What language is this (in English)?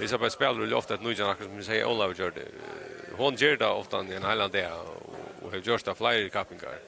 Faroese